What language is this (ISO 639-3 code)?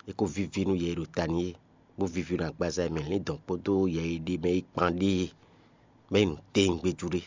fon